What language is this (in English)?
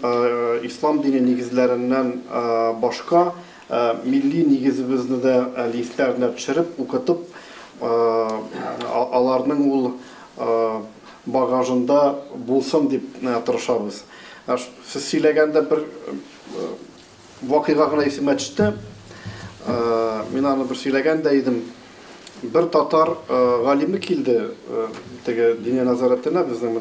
Tatar